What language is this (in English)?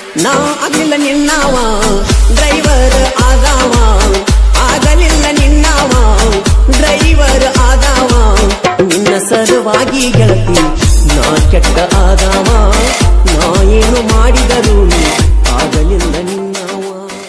Kannada